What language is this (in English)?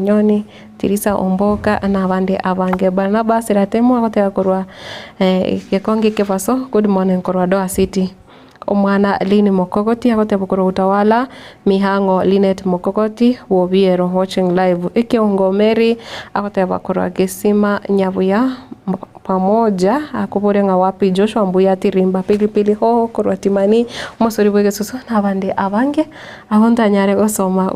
Gusii